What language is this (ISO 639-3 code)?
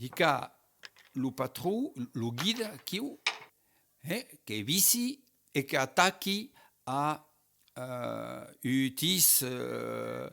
oci